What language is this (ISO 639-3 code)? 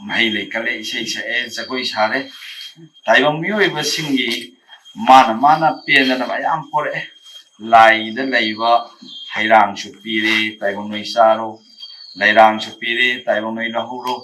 mni